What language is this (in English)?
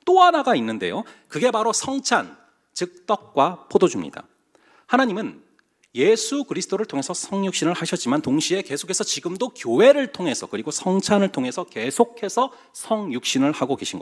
Korean